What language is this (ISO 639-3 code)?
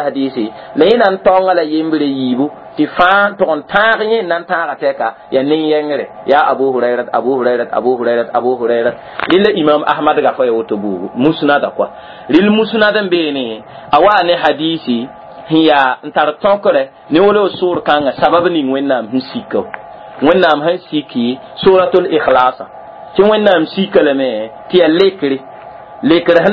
mos